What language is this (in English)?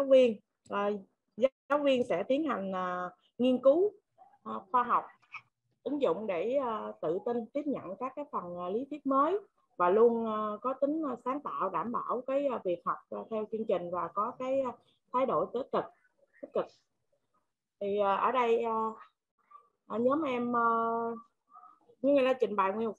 Vietnamese